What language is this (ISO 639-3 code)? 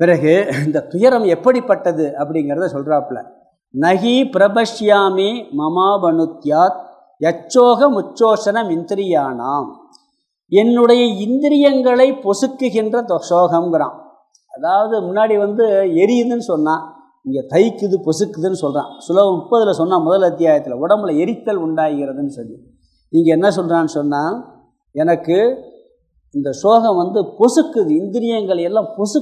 tam